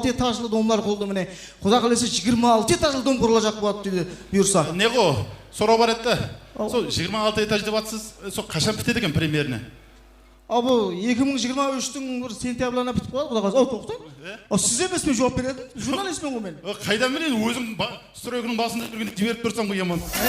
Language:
Kara-Kalpak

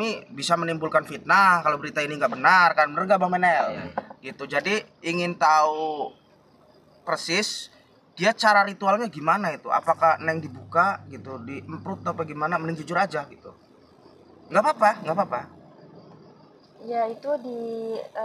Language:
Indonesian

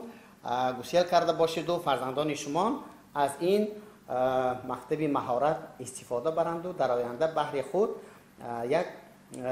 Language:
Tajik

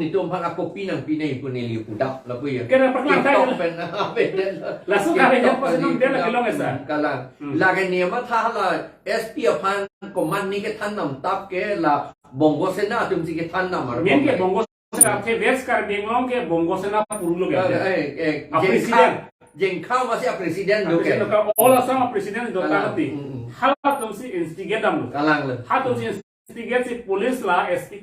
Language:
Karbi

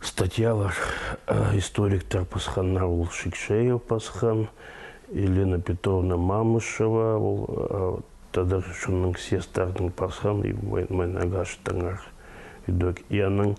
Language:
Khakas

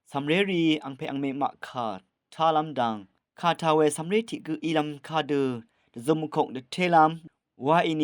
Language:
Rawang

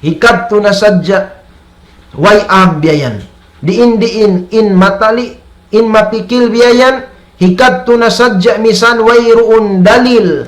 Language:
Tausug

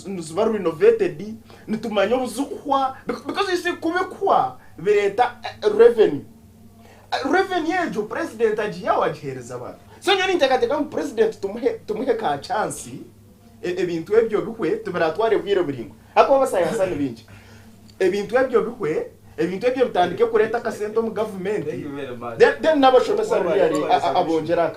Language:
Nyankole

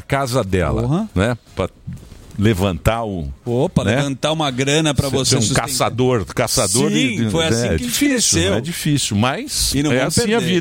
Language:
Portuguese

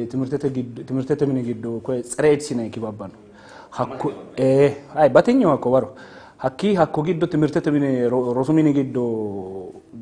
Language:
Sidamo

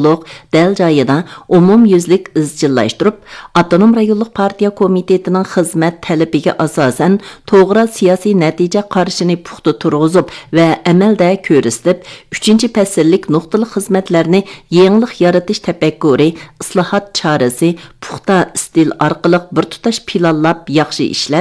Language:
Uyghur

